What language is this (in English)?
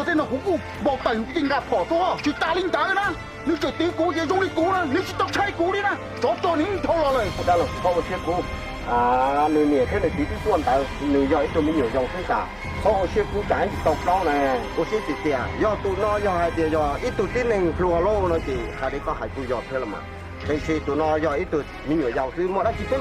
Hmong